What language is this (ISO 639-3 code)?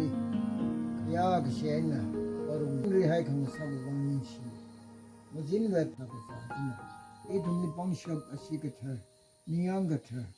nmf